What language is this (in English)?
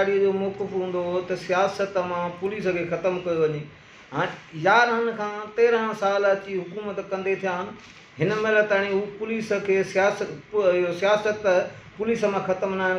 Sindhi